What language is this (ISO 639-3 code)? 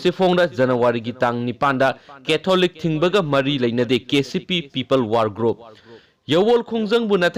mni